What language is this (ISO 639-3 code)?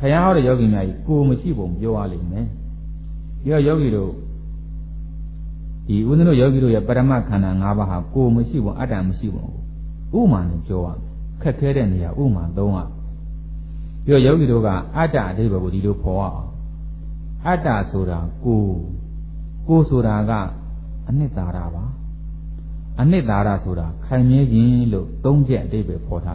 mya